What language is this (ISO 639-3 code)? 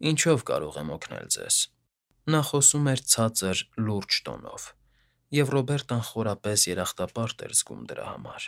hye